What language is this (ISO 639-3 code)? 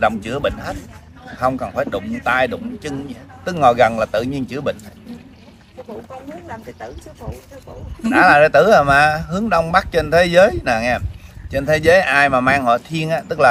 vie